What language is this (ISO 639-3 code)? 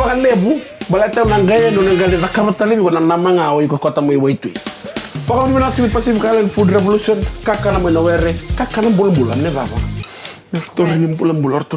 fij